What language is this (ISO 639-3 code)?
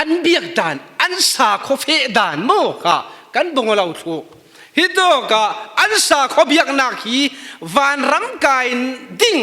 cfm